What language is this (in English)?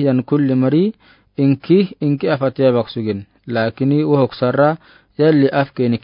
Afar